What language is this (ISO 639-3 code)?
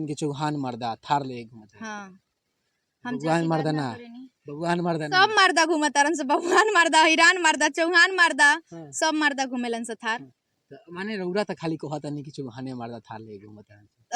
bho